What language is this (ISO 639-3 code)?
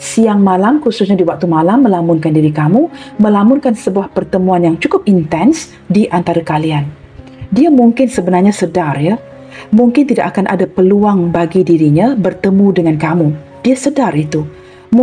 msa